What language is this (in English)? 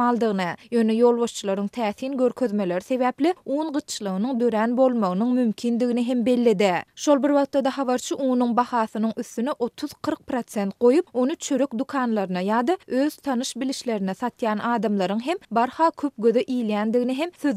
Turkmen